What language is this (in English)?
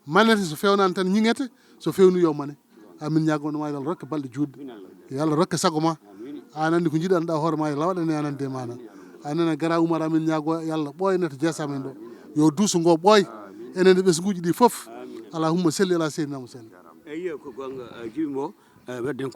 Fula